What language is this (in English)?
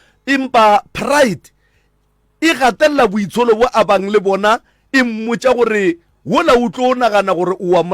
Northern Sotho